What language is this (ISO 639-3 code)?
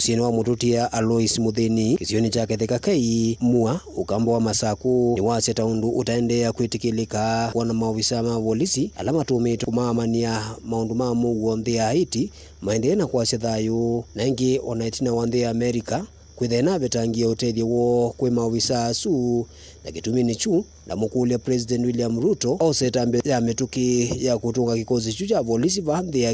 kam